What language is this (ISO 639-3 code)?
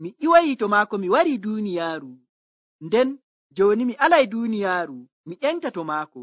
fuv